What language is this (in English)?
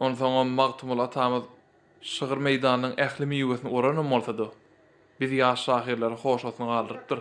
Turkmen